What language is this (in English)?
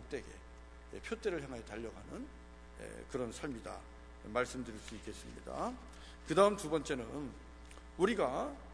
Korean